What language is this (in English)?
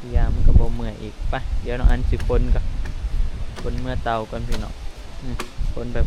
Northeastern Thai